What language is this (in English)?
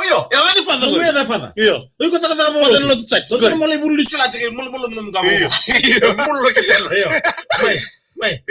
Fijian